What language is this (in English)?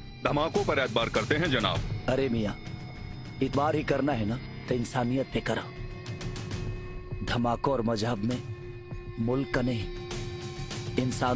Bhojpuri